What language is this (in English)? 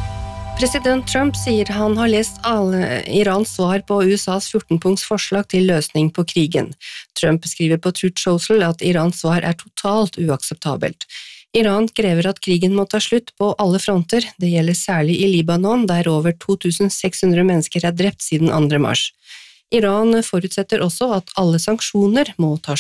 Norwegian